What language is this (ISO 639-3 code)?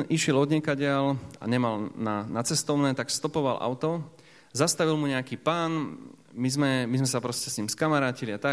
slk